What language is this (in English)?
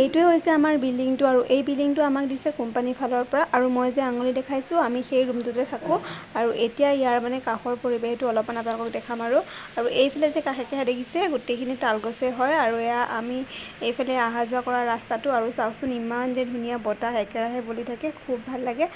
Assamese